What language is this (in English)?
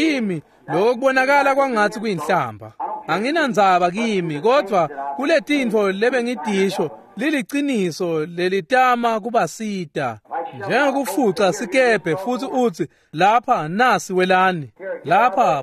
Swati